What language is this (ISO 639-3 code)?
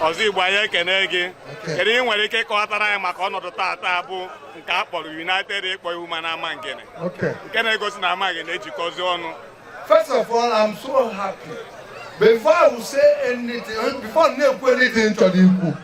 ibo